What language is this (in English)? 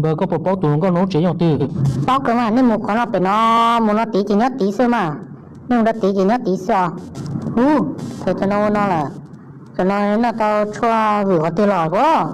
Hmong